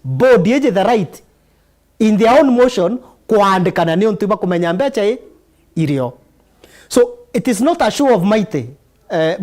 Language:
Meru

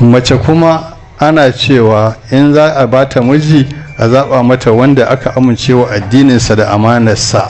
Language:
Hausa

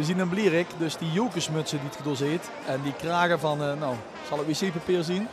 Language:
Limburgish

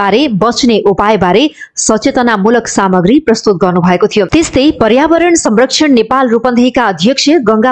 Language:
Nepali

